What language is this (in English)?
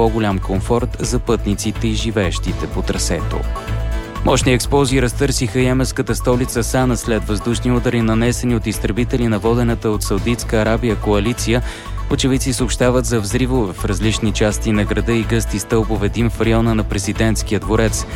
Bulgarian